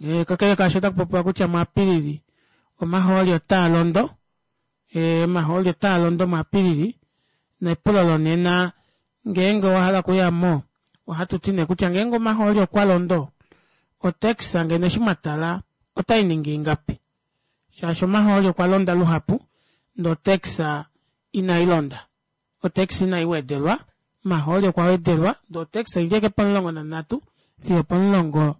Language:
Kuanyama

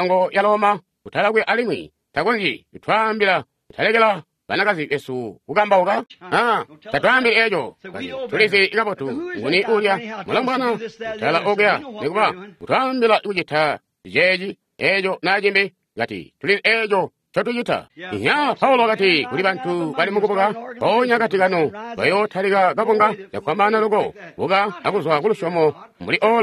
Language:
Tonga (Zambia)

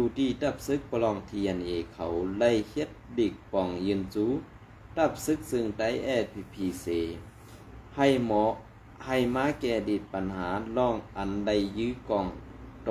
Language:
Shan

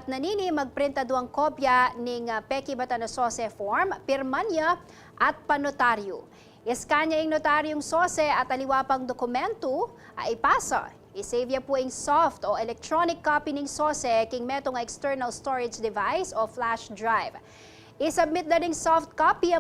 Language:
Pampanga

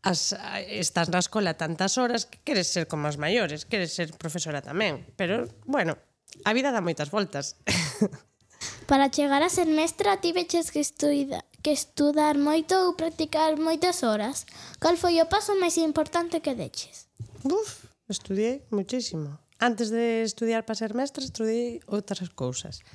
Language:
Galician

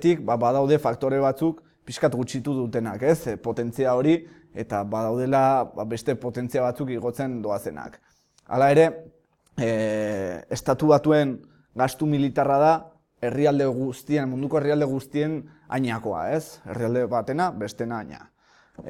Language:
Basque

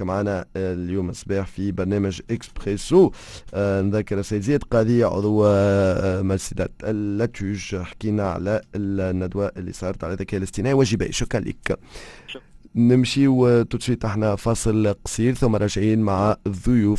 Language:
Tunisian Arabic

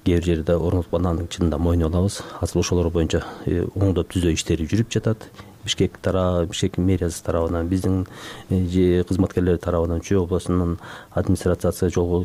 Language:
Kyrgyz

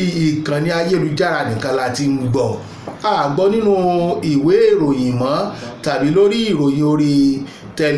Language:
Yoruba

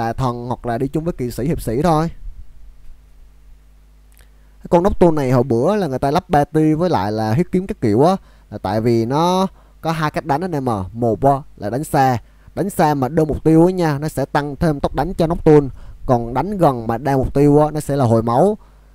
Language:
Vietnamese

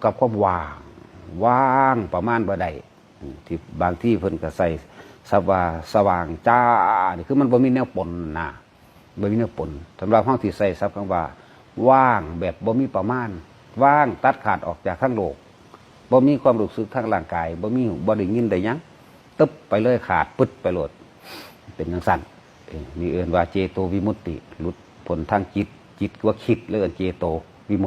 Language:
Northeastern Thai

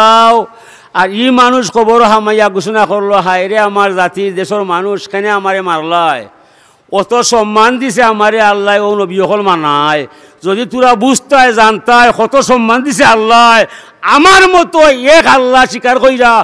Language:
Sylheti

